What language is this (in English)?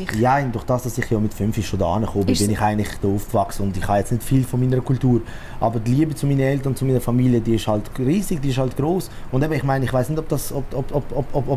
Swiss German